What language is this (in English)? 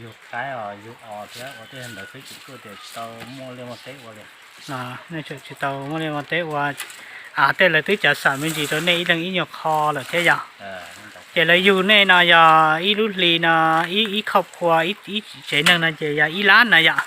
Hmong